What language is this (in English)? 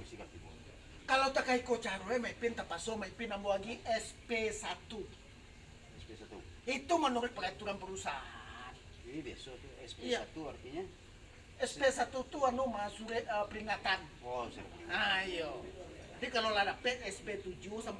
Minangkabau